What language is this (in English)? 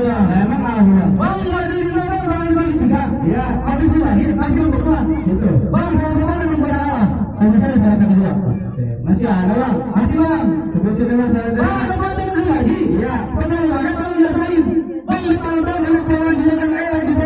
Betawi